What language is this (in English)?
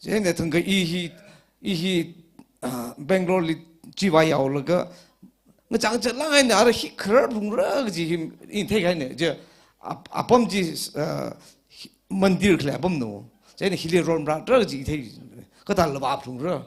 Tangkhul Naga (India)